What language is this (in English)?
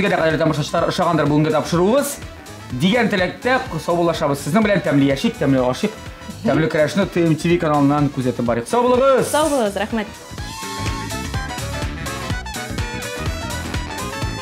Tatar